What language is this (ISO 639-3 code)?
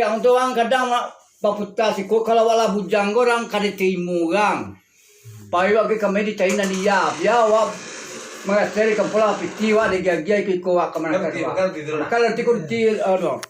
min